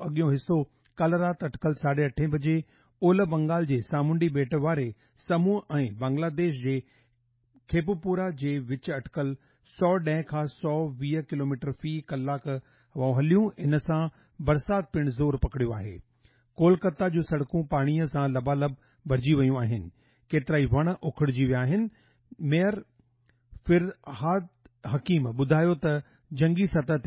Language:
Sindhi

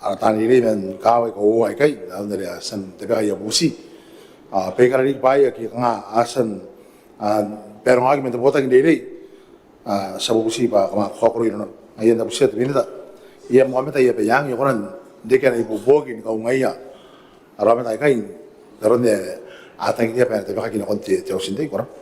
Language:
Gilbertese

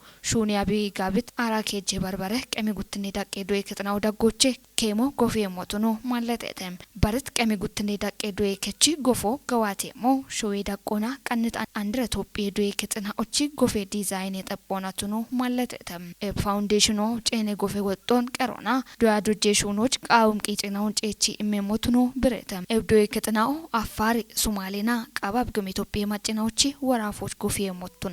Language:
Kafa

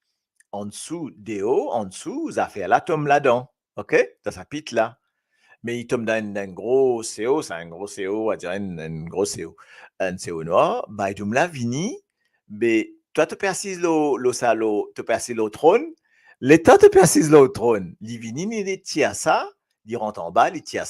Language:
Morisyen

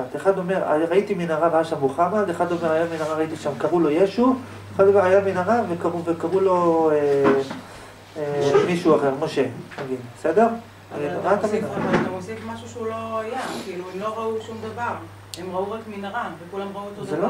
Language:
Hebrew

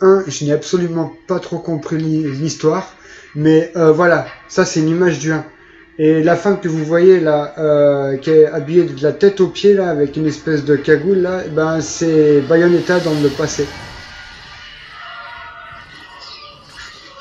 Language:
French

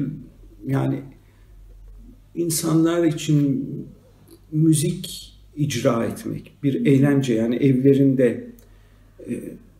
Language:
Turkish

